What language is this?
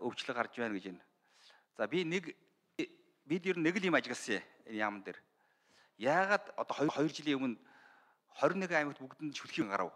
Mongolian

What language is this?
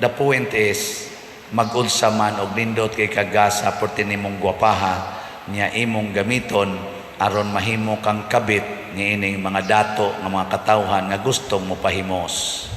Cebuano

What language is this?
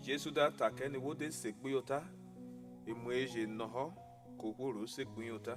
Urhobo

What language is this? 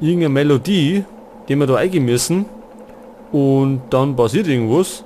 Bavarian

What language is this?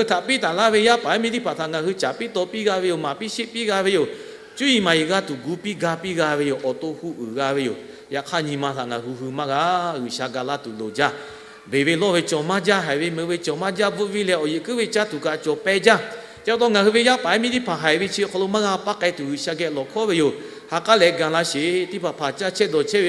Lahu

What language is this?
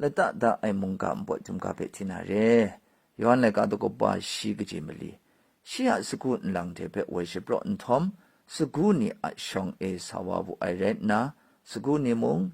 Kachin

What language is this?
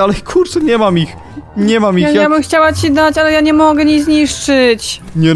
Polish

